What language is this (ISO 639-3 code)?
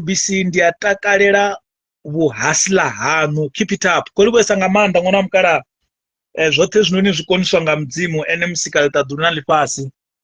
ven